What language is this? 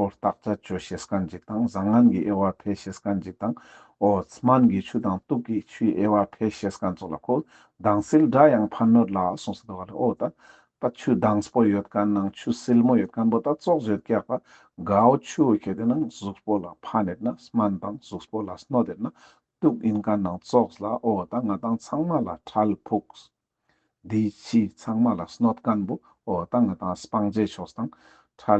Ladakhi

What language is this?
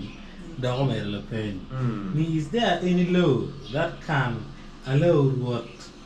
Acoli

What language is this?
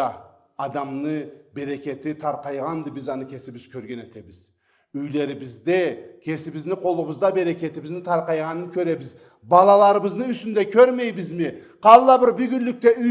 Karachay-Balkar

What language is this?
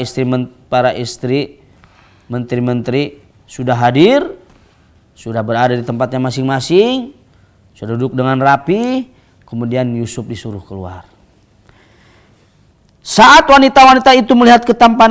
Indonesian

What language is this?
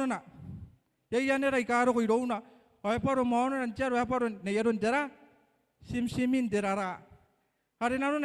Gilbertese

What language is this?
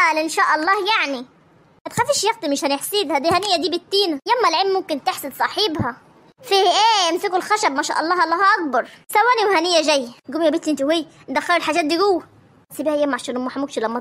Egyptian Arabic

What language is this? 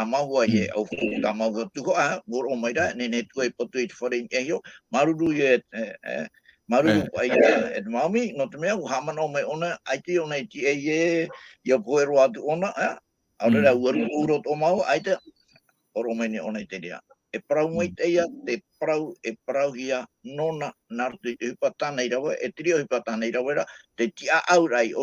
Tahitian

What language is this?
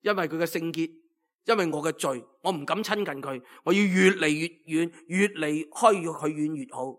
Cantonese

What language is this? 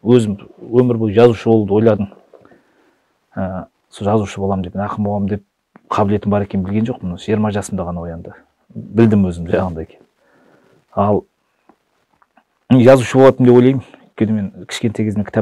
Kazakh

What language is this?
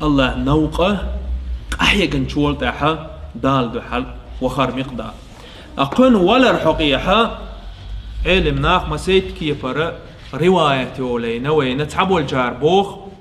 Chechen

